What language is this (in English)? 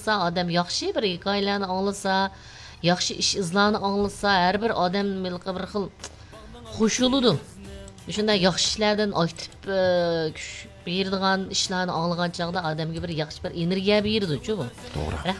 Uyghur